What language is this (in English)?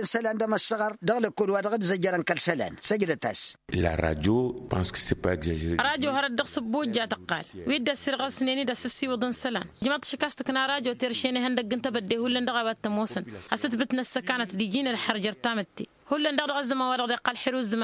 Tamasheq